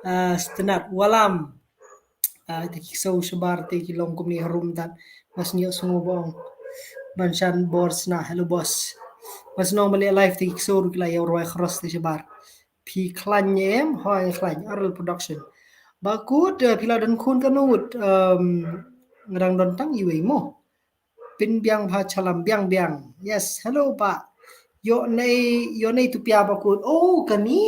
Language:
Khasi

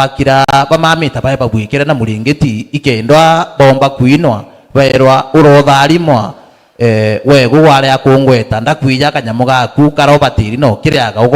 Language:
Meru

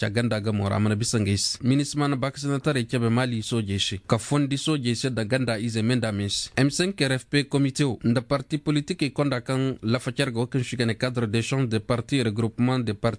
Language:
Koyraboro Senni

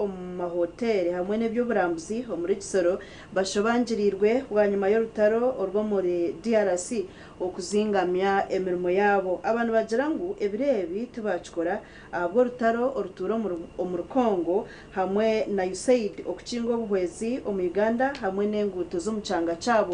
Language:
Nyankole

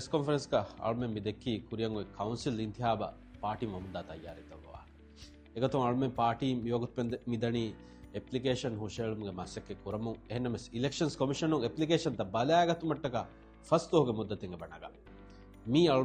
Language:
Divehi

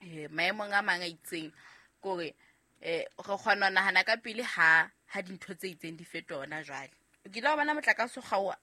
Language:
Southern Sotho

